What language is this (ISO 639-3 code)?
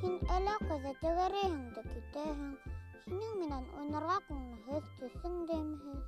bak